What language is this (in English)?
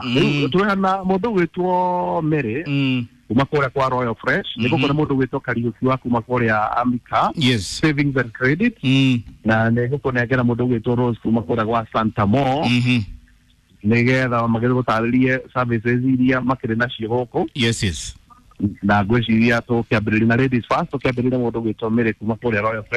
Kikuyu